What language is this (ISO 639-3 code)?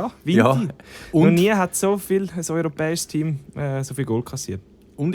gsw